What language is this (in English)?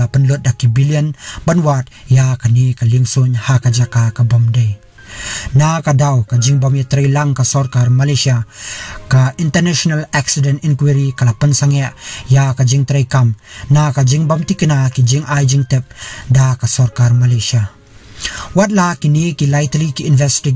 Khasi